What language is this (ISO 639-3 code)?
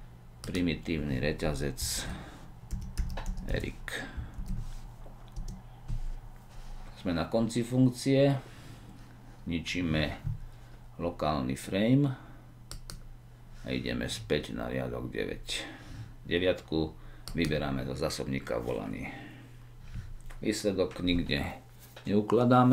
slk